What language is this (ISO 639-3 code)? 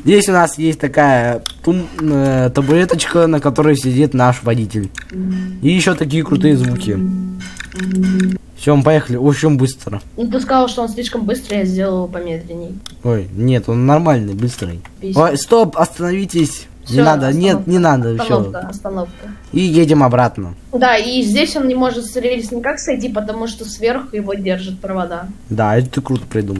rus